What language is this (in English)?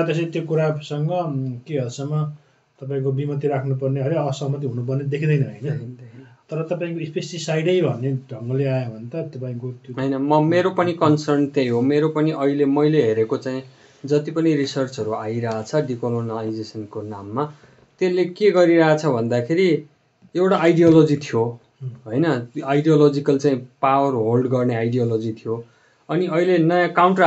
Nepali